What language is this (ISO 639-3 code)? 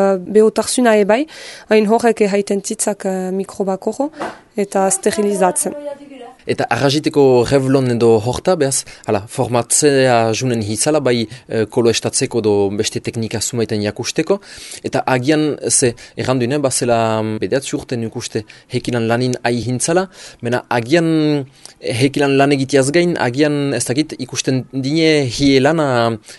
eus